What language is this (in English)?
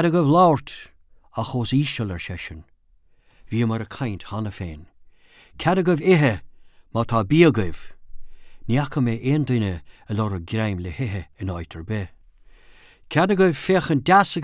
Irish